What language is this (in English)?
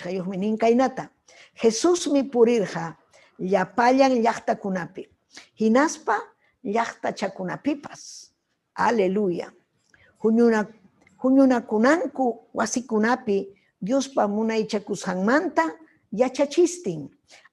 Ayacucho Quechua